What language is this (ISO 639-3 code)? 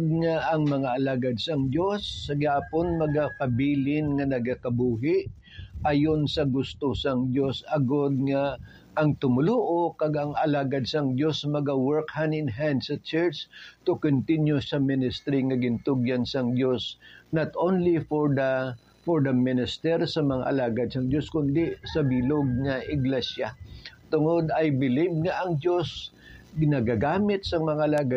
hil